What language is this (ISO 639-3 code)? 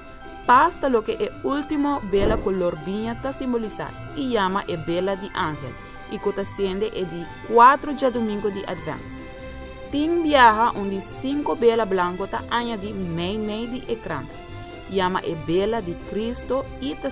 pap